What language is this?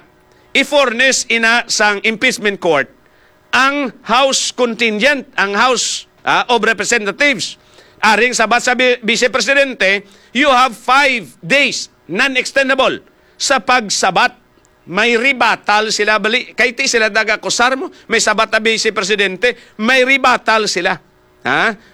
Hiligaynon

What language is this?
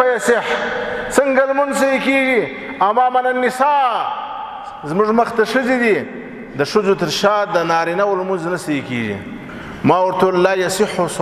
Pashto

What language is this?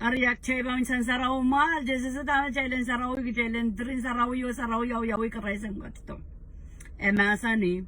Pohnpeian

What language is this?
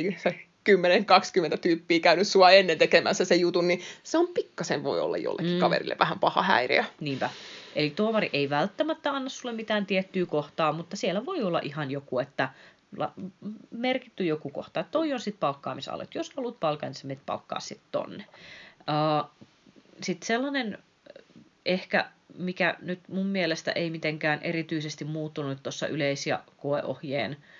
Finnish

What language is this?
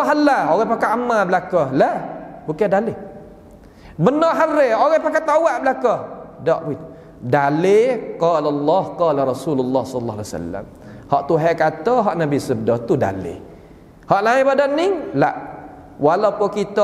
Malay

